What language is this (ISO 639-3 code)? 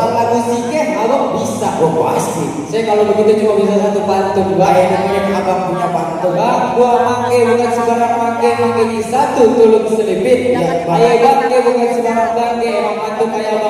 bew